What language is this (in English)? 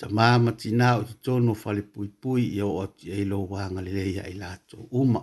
Samoan